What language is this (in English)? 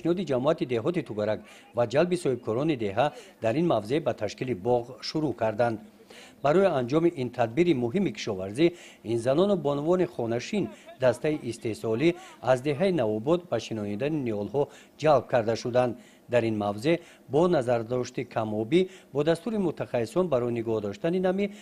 Tajik